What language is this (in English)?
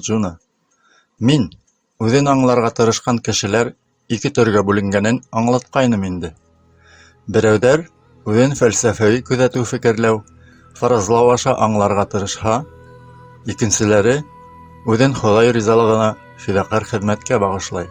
Bashkir